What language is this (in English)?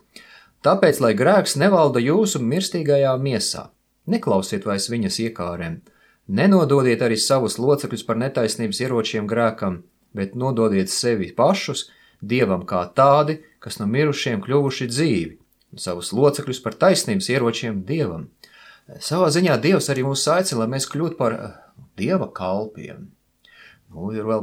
Latvian